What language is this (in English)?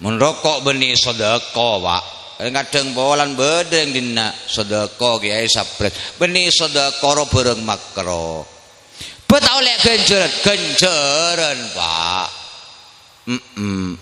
Madurese